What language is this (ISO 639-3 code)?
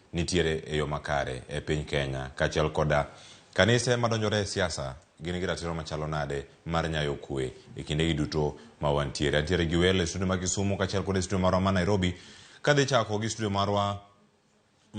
luo